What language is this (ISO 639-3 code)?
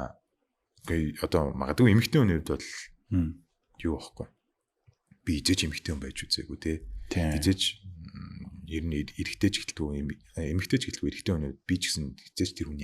mon